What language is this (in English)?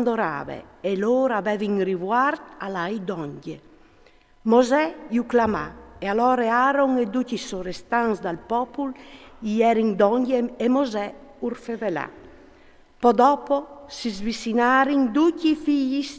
Friulian